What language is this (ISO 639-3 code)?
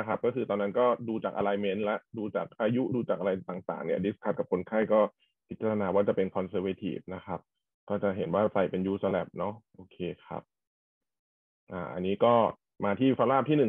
tha